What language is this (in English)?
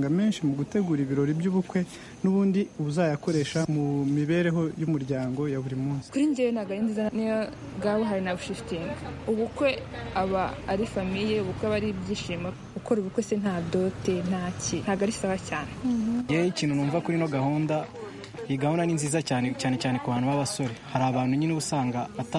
Kinyarwanda